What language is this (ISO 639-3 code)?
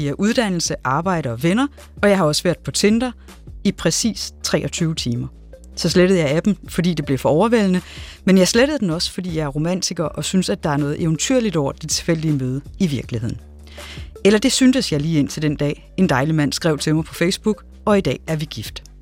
dan